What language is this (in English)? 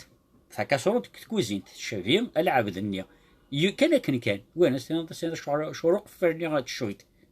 Kabyle